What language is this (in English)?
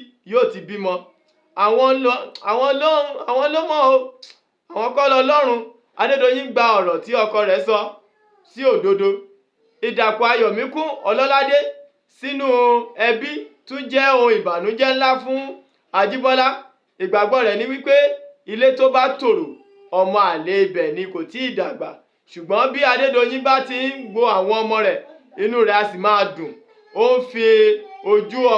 Yoruba